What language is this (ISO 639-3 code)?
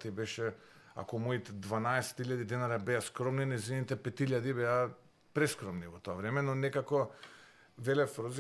mkd